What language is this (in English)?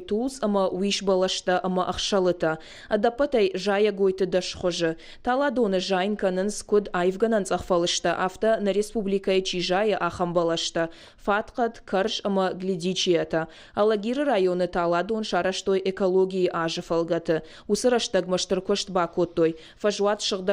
Ossetic